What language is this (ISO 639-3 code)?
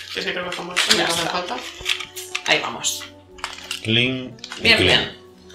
spa